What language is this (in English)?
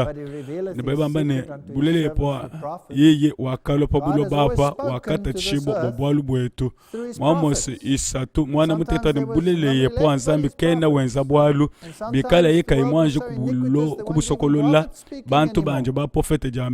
Luba-Lulua